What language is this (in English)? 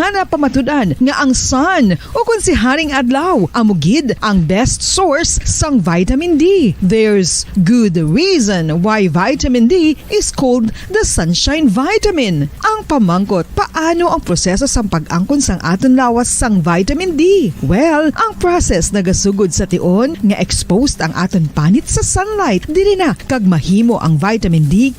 Hiligaynon